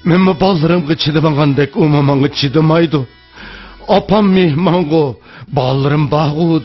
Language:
Uyghur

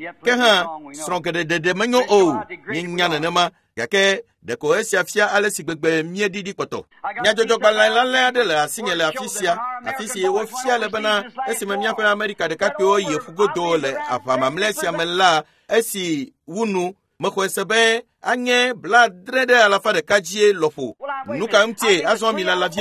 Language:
Ewe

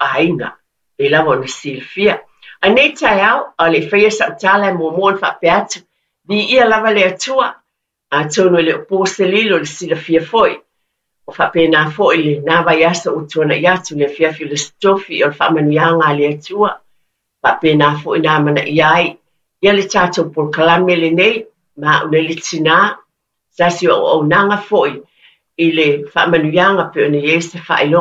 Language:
Samoan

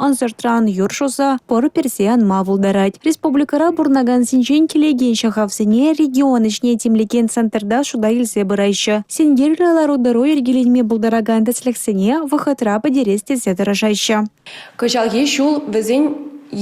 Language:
Chuvash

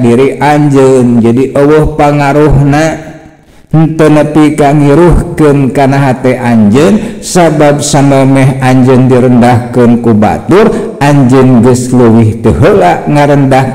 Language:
Sundanese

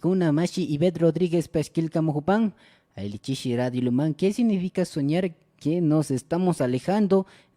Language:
Imbabura Highland Quichua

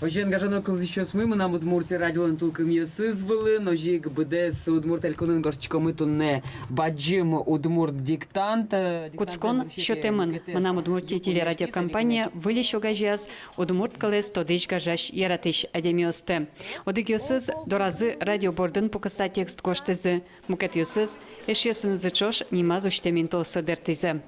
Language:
Udmurt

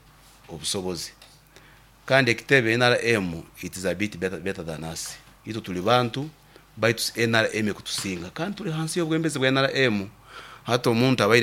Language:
Nyankole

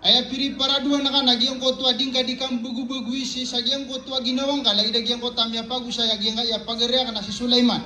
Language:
Maranao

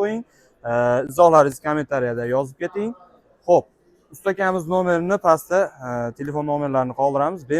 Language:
Uzbek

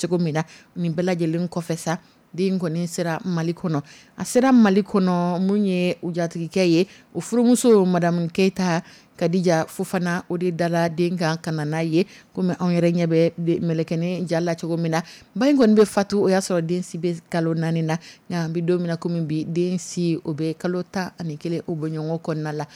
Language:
Dyula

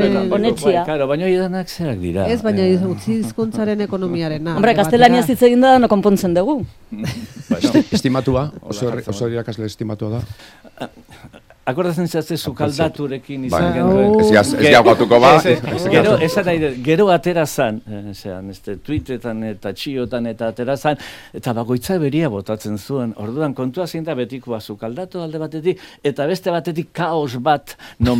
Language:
Basque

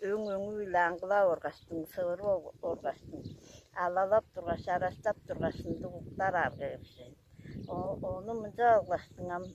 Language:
Tuvinian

